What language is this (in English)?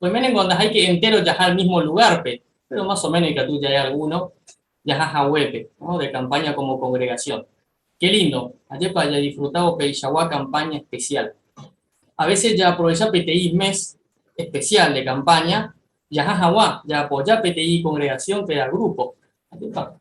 Guarani